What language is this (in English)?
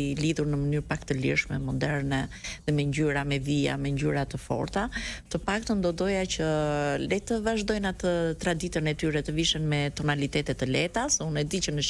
Albanian